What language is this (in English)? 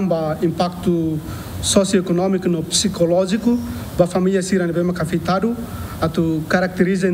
Tetum